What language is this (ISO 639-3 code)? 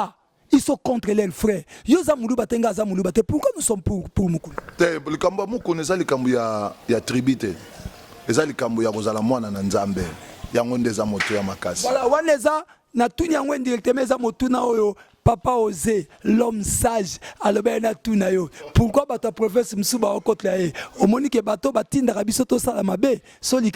lin